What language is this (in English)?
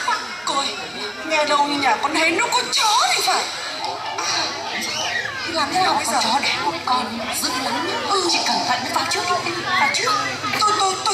Vietnamese